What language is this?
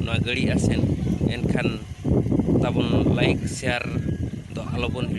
Santali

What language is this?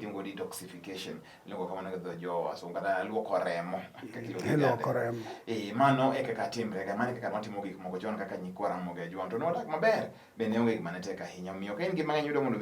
Luo (Kenya and Tanzania)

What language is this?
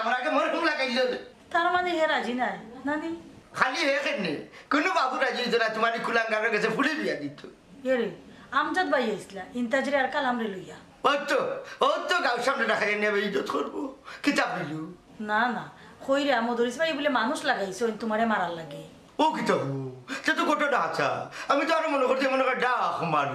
Sylheti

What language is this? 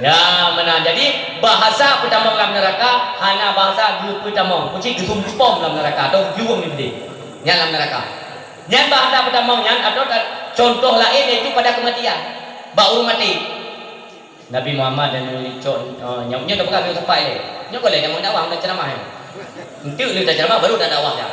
Achinese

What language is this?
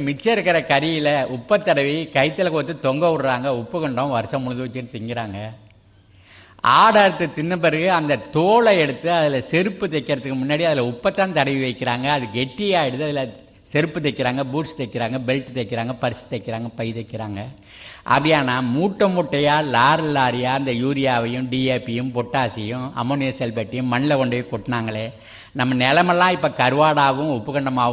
Tamil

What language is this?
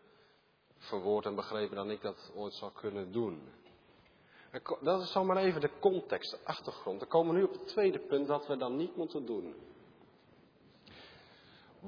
Dutch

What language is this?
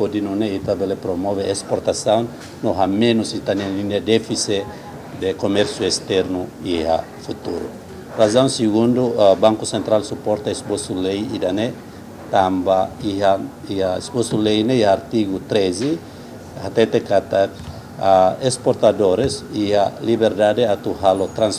Tetum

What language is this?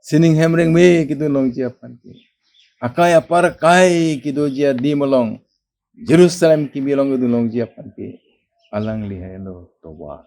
Karbi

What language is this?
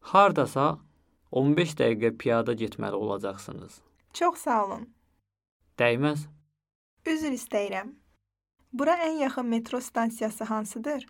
Azerbaijani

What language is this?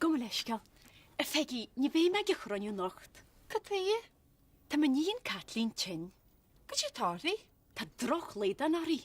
Irish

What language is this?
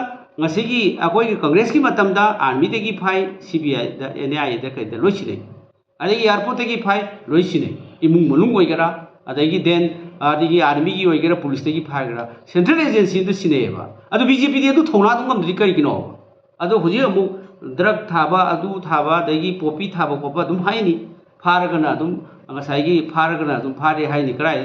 Manipuri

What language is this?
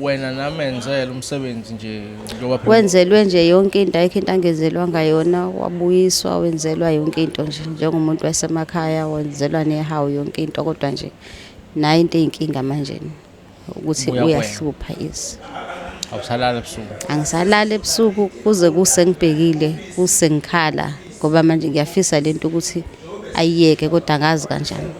Zulu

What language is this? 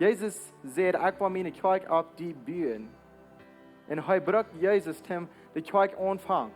Plautdietsch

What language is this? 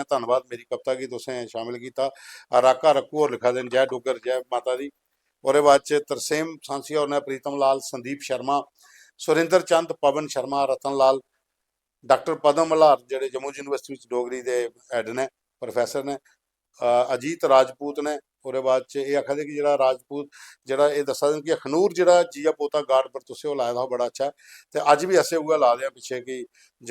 Dogri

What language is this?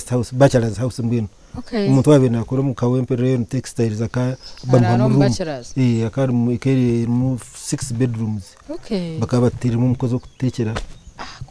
Nyankole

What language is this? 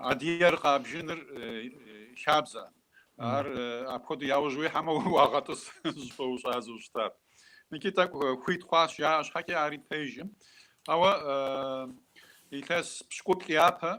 Kabardian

